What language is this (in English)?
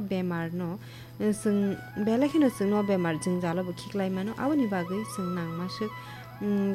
Kok Borok